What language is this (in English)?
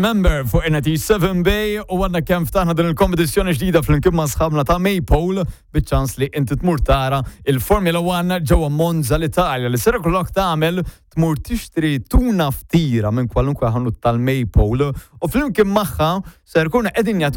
Maltese